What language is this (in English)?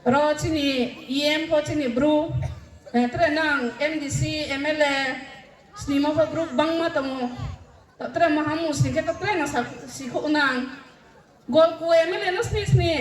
Riang (India)